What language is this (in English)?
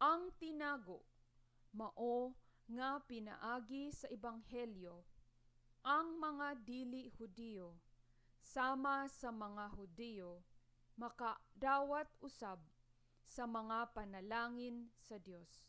Cebuano